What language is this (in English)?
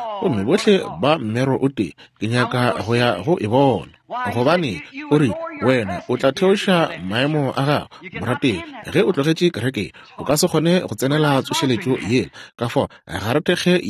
Northern Sotho